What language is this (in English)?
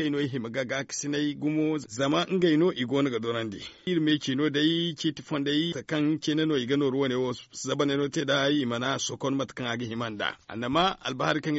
Zarma